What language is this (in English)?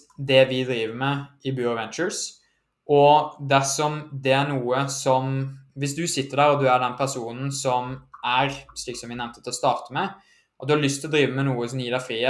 Norwegian